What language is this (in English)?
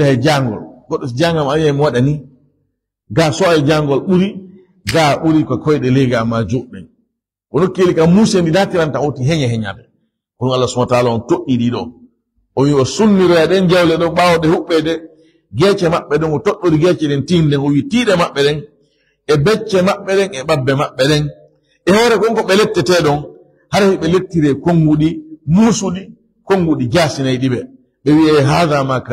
Fula